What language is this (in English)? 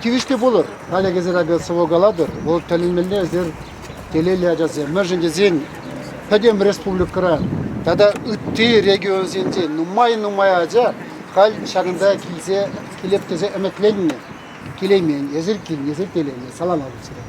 Chuvash